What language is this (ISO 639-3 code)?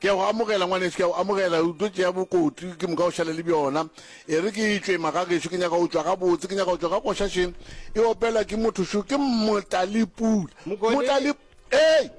nso